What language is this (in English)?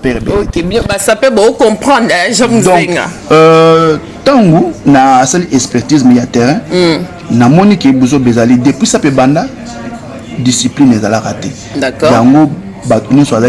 Lingala